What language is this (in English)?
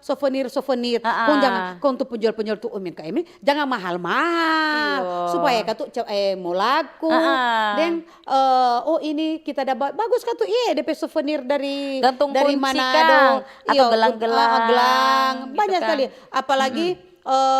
Manado Malay